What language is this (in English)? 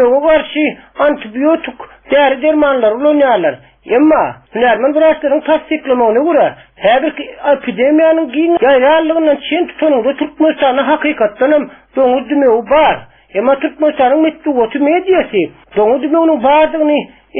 Turkmen